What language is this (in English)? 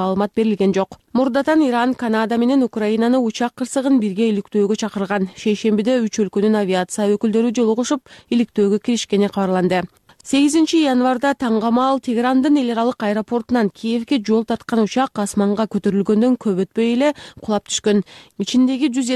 Kyrgyz